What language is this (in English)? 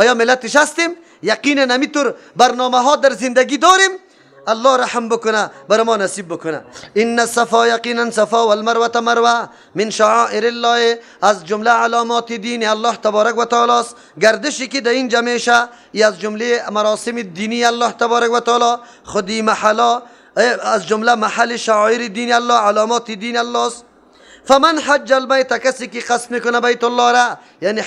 Persian